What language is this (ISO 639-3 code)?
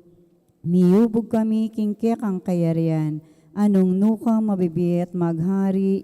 pam